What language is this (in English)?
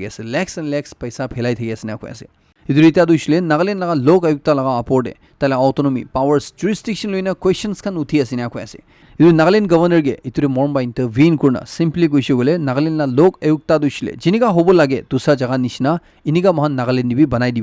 Naga Pidgin